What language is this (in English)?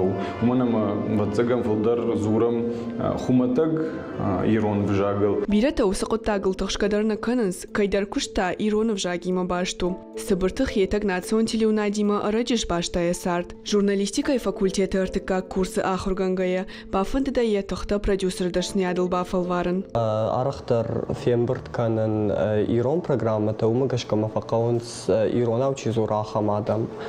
Ossetic